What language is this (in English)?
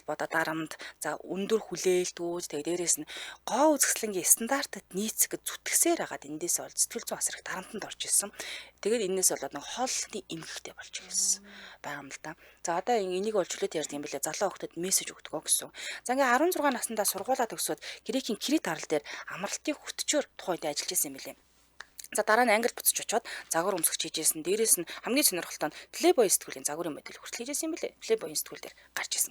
Mongolian